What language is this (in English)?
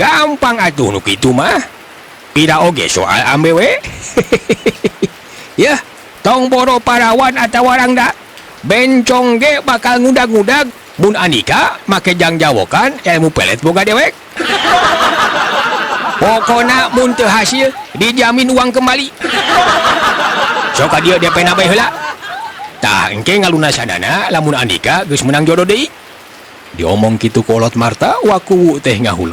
Sundanese